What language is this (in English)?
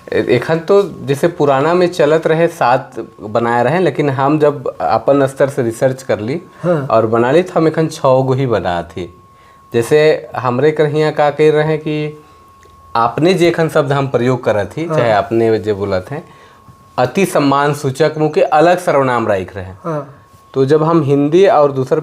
Sadri